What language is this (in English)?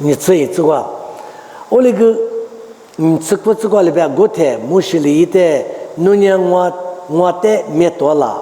Lisu